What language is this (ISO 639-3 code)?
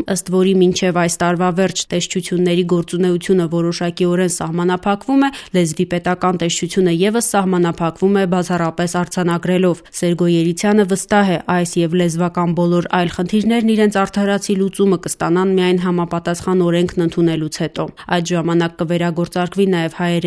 hye